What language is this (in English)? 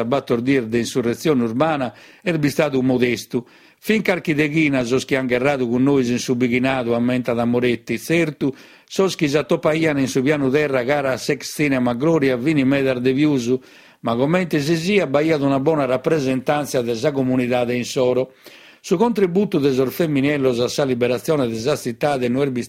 Sardinian